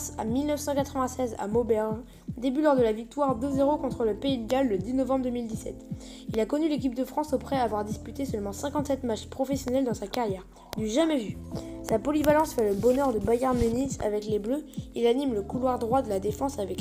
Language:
French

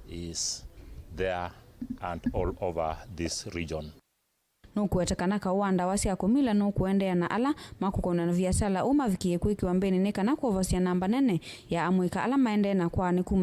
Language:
Kamba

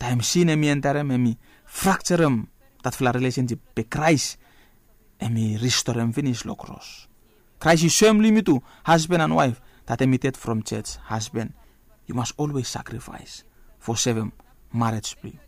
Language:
Bislama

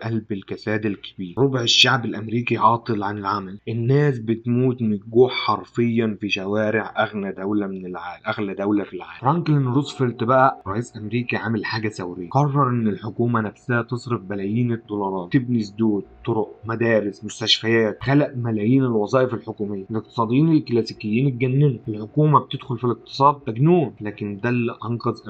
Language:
Egyptian Arabic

